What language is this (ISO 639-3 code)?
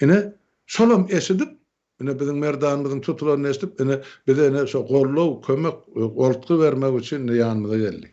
tuk